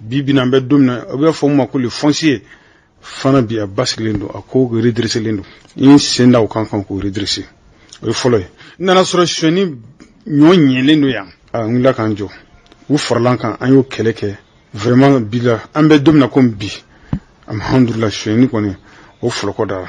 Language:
Bambara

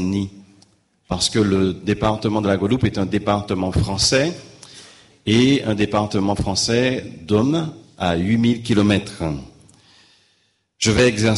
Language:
French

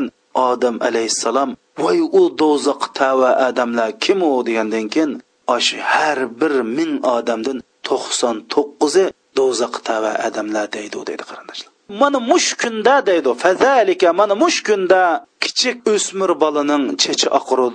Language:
Uyghur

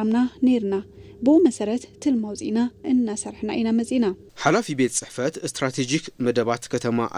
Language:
Tigrinya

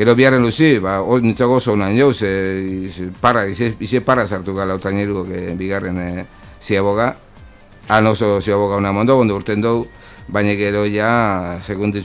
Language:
Basque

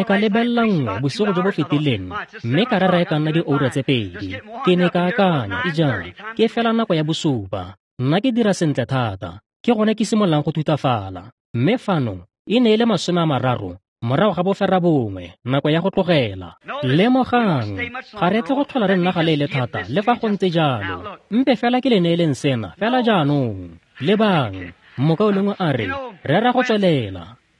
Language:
Tswana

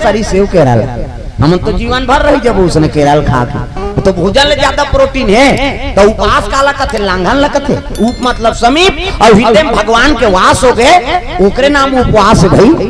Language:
Chhattisgarhi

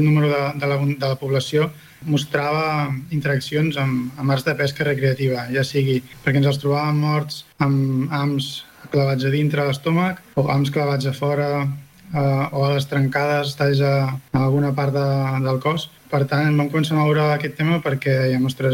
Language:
Catalan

